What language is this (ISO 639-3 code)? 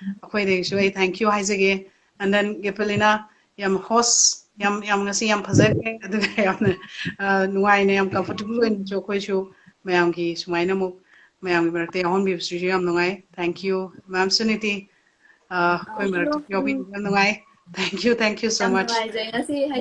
mni